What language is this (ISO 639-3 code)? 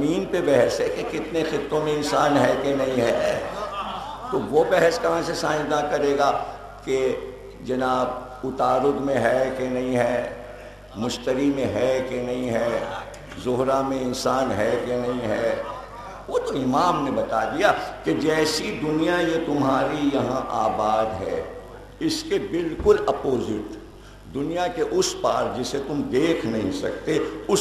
urd